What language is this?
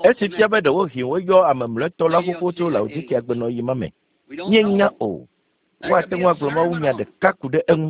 Ewe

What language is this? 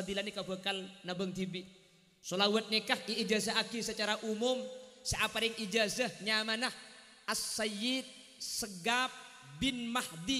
Madurese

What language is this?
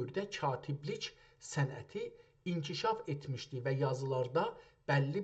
South Azerbaijani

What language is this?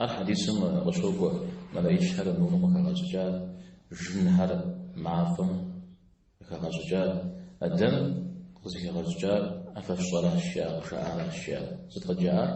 Kabardian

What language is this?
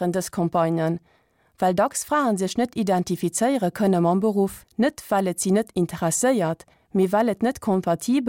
Luxembourgish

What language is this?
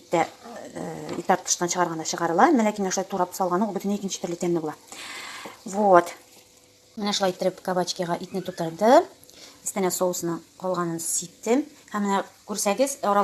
Tatar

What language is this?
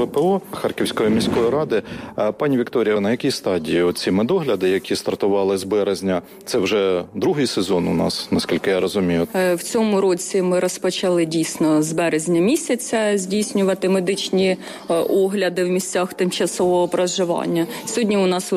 Ukrainian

